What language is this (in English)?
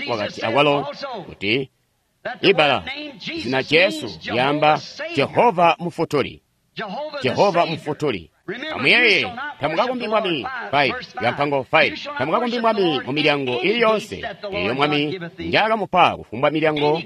Tonga (Zambia)